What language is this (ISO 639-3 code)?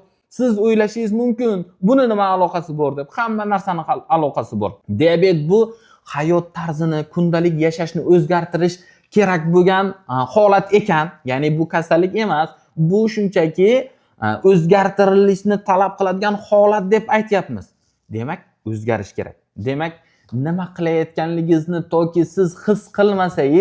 uzb